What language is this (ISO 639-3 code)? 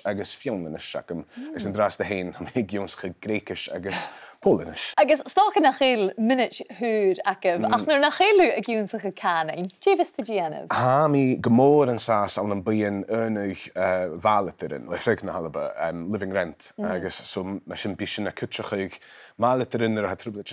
gla